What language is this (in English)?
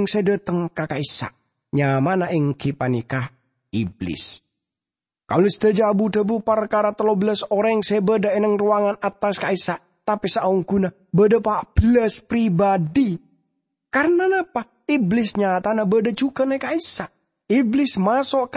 Madurese